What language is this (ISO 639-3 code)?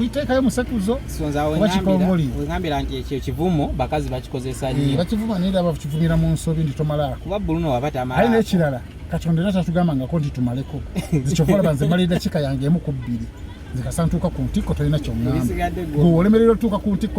lug